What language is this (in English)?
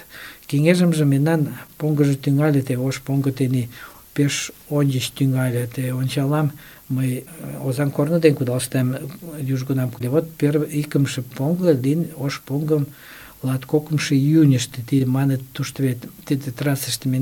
Mari